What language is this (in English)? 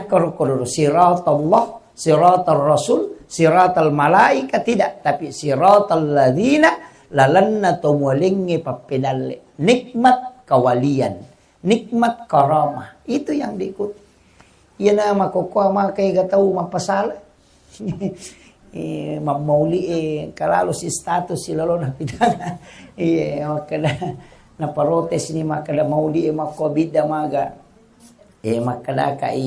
Buginese